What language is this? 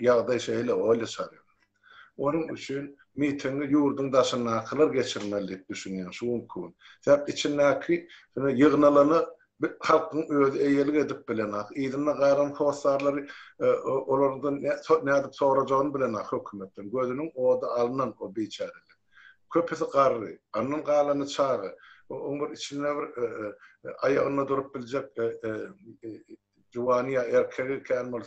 Turkmen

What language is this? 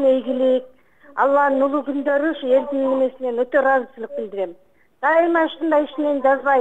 Kyrgyz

